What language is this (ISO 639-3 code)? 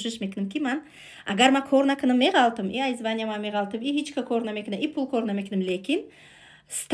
tgk